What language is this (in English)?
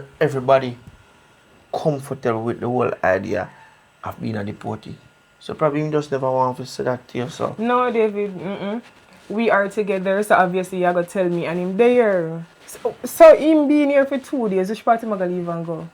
Jamaican Creole English